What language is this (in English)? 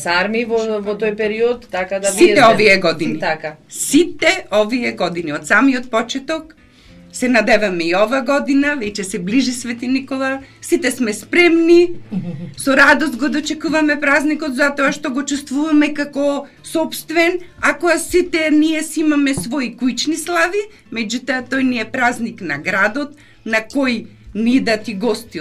Macedonian